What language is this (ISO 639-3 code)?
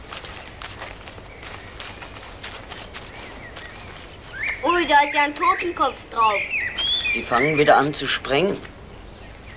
deu